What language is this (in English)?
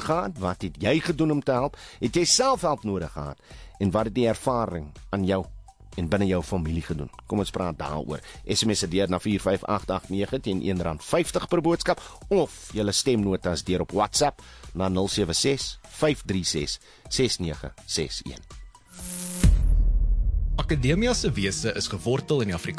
Afrikaans